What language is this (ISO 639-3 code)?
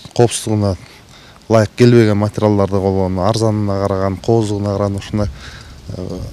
kir